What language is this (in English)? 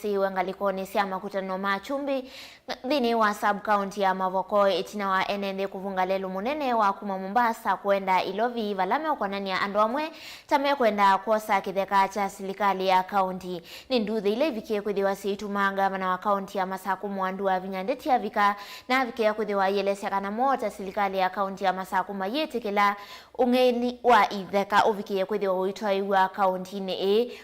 Kamba